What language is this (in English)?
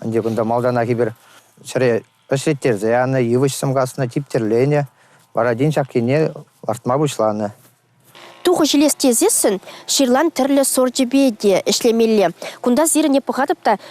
Chuvash